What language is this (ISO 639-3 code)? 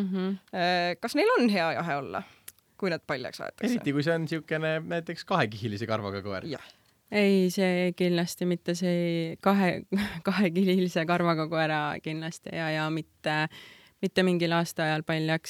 est